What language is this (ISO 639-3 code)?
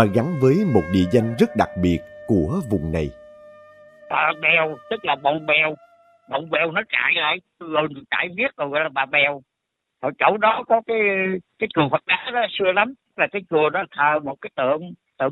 vie